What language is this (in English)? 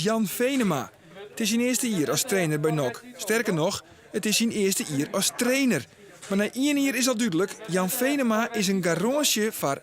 Western Frisian